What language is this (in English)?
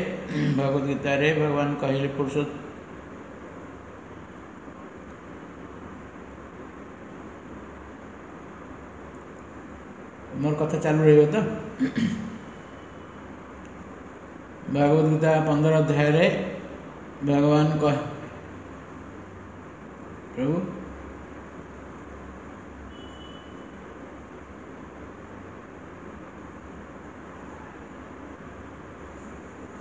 Odia